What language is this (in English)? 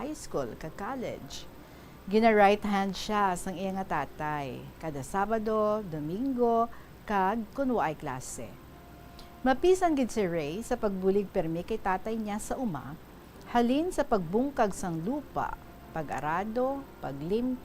Hiligaynon